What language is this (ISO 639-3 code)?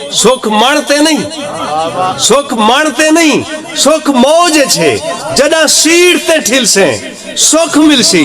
skr